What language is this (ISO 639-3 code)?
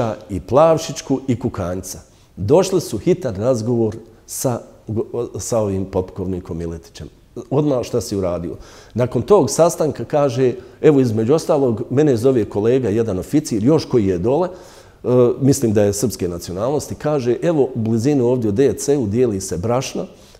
bos